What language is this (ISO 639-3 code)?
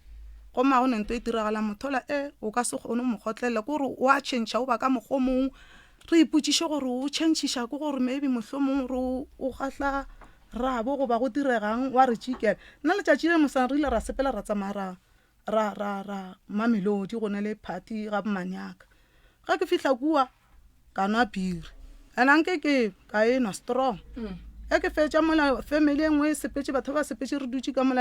nso